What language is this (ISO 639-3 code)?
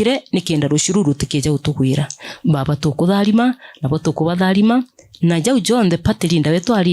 mer